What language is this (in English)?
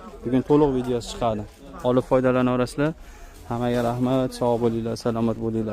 Uzbek